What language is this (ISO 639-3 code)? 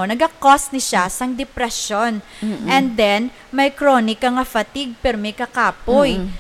hil